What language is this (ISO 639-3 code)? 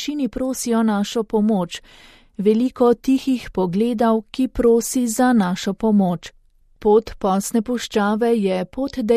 slv